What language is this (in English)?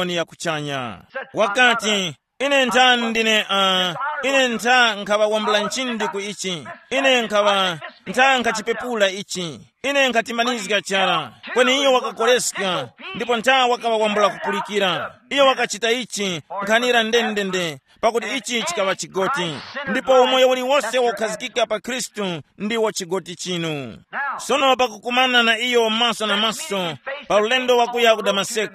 Tumbuka